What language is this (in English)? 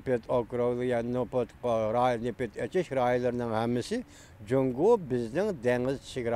Uyghur